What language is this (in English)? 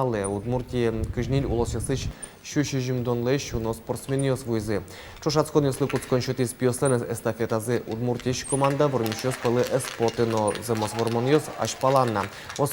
Udmurt